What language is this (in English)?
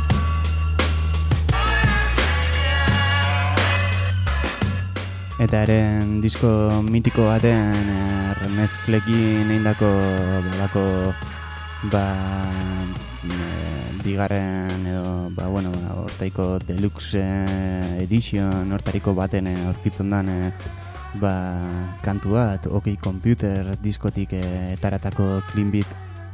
Basque